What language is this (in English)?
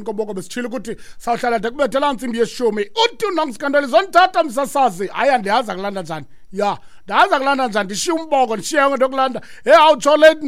Xhosa